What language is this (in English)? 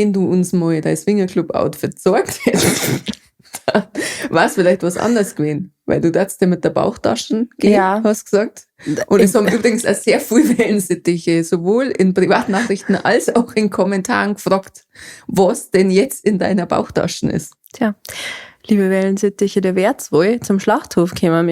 Bavarian